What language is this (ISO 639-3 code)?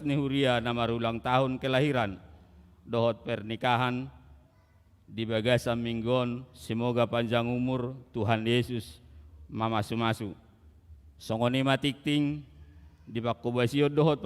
bbc